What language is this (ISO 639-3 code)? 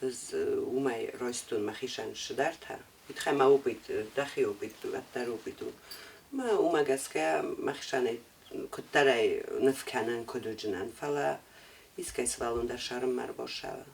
oss